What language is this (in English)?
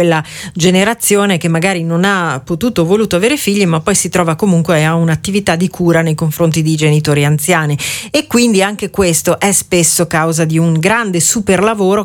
Italian